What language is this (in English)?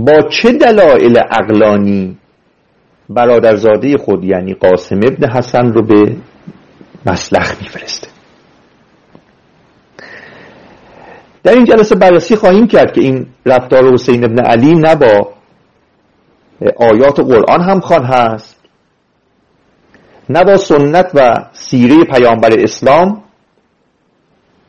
Persian